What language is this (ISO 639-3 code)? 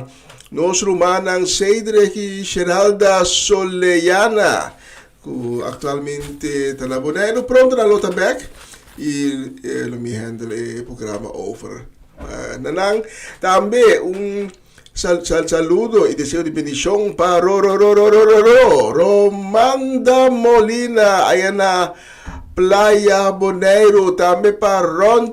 pap